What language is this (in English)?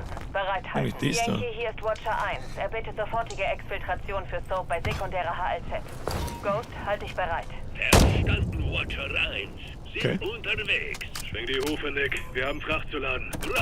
Bavarian